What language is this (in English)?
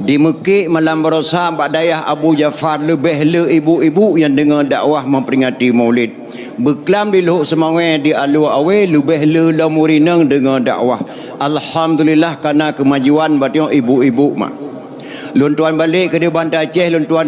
Achinese